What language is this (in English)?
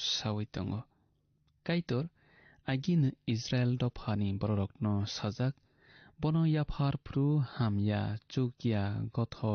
Kok Borok